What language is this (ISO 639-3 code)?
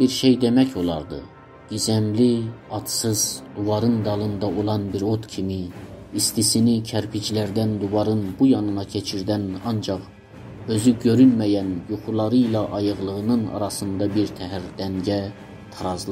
azb